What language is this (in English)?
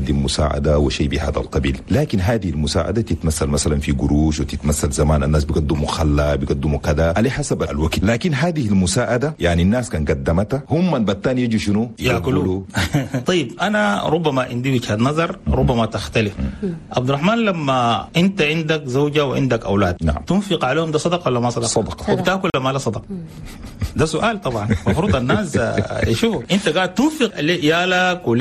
Chadian Arabic